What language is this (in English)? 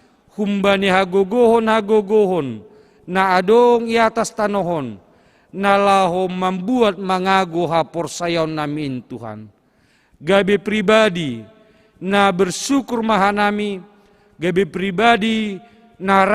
Batak Simalungun